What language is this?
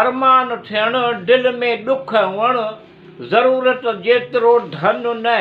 Sindhi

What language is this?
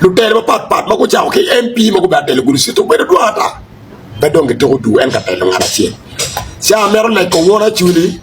Acoli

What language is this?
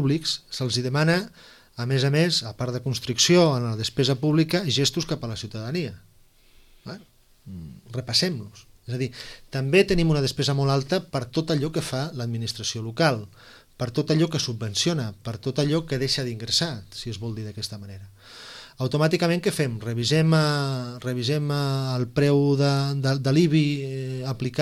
Catalan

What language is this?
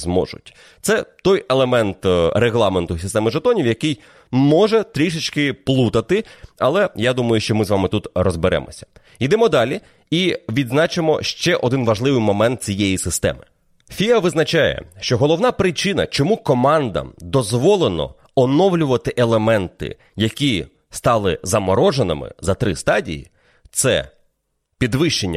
Ukrainian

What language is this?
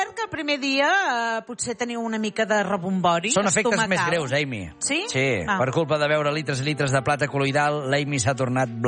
Catalan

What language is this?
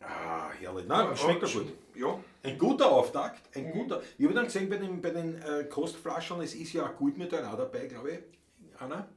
Bavarian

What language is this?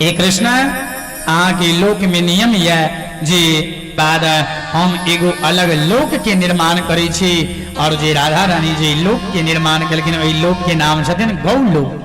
Maithili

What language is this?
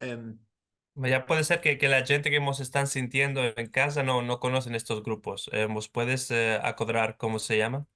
Ladino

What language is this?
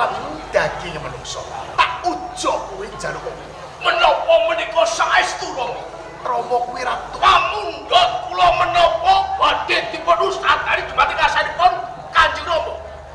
Javanese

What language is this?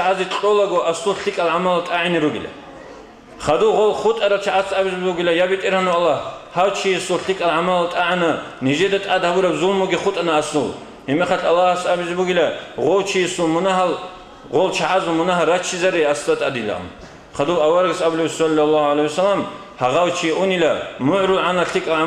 Avaric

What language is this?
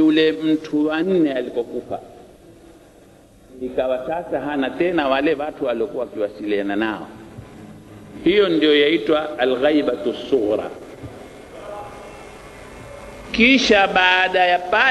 Swahili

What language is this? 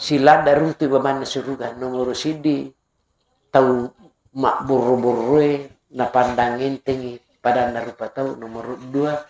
Buginese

